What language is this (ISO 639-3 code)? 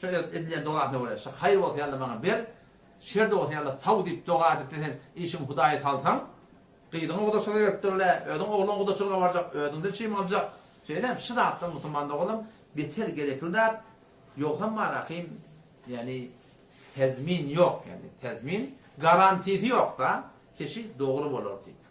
tuk